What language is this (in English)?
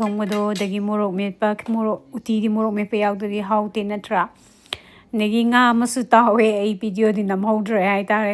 Manipuri